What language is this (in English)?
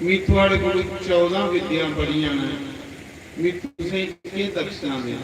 Dogri